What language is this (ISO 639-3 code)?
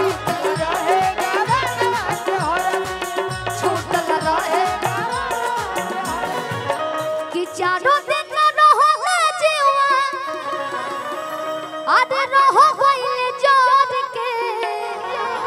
bho